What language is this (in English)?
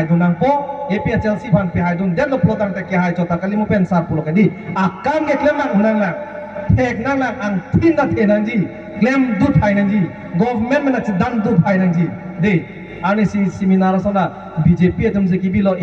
Karbi